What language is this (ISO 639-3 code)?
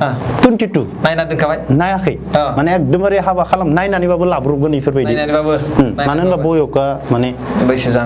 brx